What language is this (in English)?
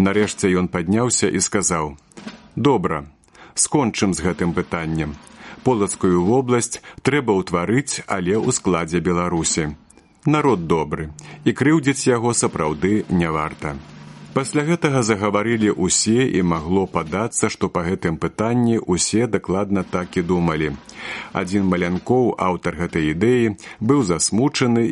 Belarusian